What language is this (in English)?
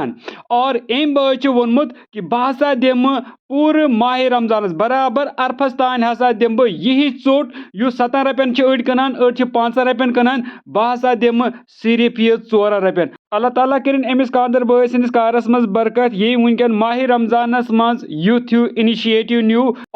Kashmiri